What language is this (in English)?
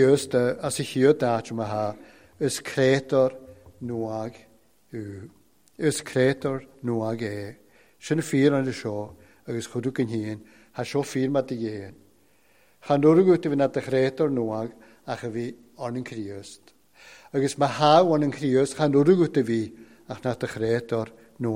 Welsh